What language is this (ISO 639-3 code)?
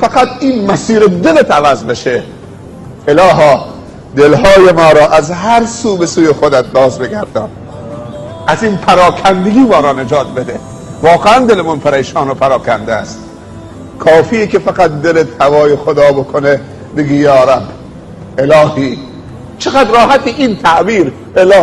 fas